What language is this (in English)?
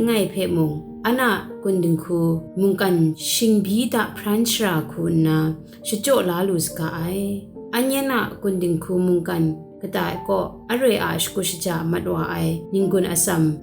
Kachin